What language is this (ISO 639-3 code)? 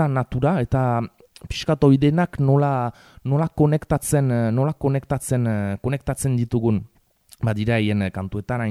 eus